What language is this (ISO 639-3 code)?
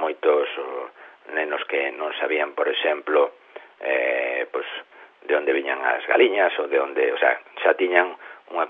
glg